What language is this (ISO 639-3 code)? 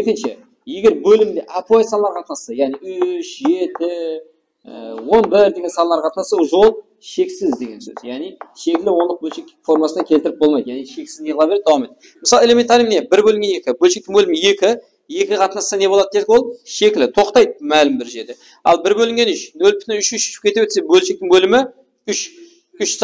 kaa